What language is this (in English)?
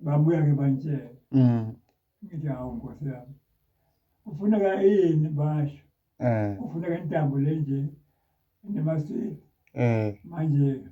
Zulu